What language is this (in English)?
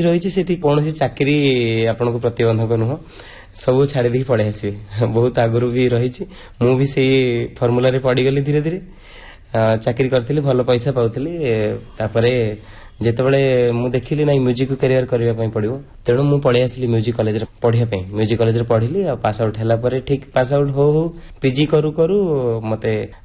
Odia